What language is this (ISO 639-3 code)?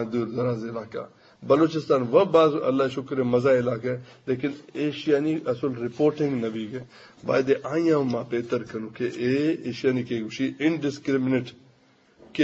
bgp